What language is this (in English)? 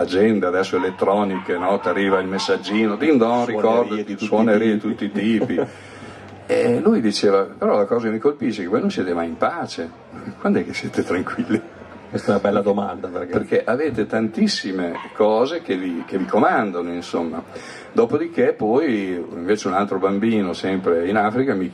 Italian